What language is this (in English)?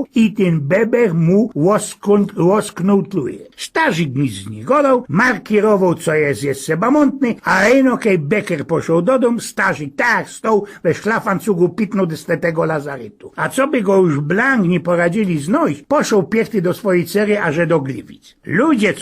Silesian